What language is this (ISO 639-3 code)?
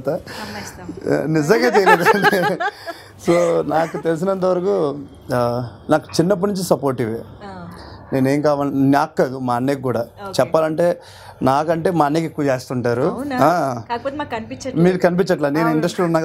tel